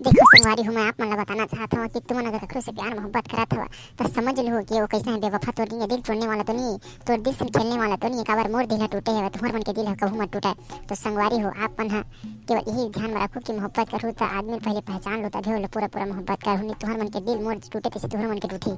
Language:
Chhattisgarhi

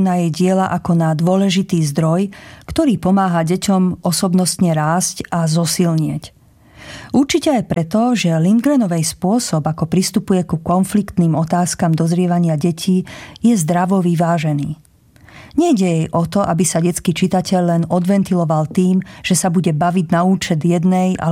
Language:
Slovak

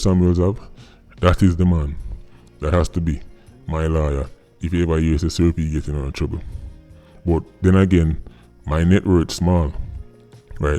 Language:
Jamaican Creole English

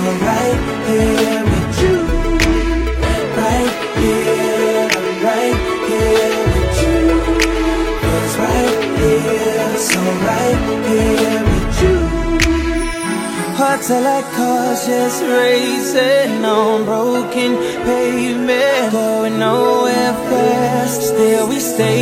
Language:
English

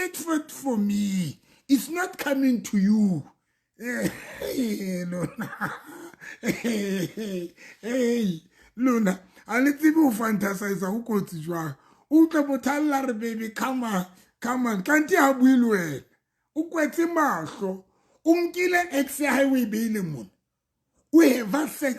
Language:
Southern Sotho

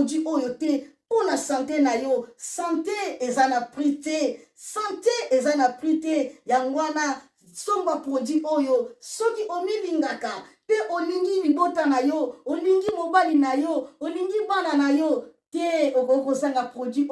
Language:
Lingala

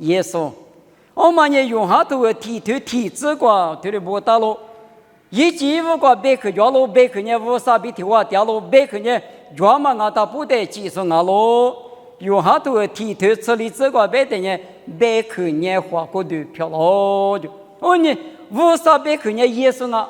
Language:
Lisu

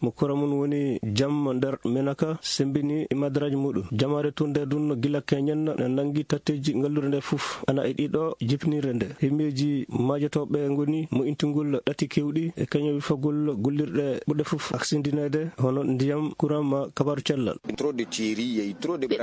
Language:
Maasina Fulfulde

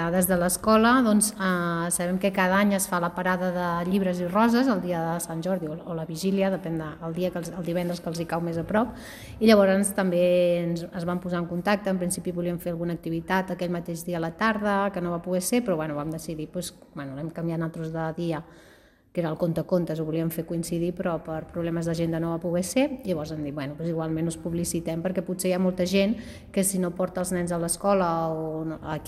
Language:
Catalan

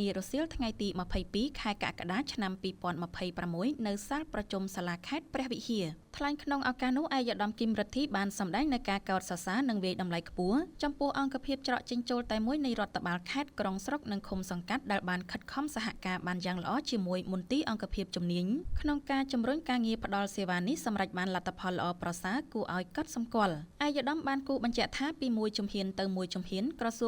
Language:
Khmer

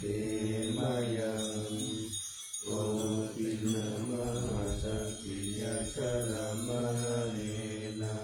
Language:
Pali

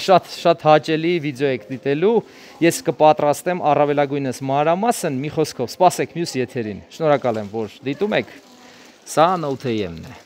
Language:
Armenian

